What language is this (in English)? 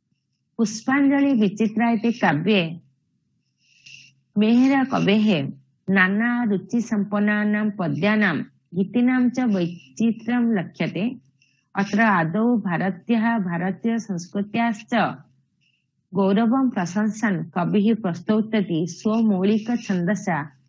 Sanskrit